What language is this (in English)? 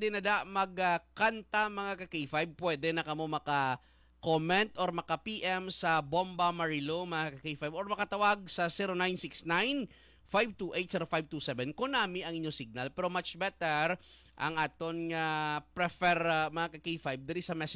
Hiligaynon